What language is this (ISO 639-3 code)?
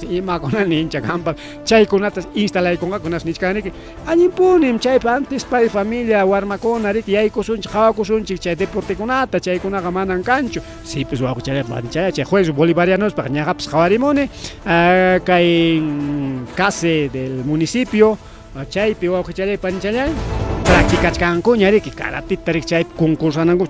quy